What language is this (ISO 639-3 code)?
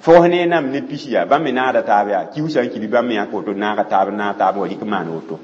mos